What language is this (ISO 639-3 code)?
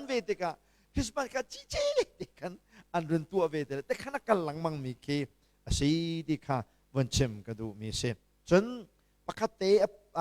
cnh